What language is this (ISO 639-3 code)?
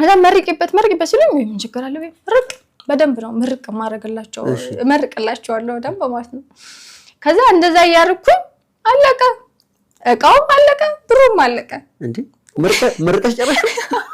amh